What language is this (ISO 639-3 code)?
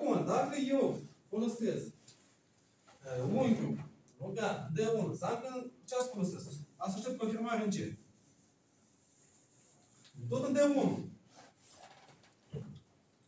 ron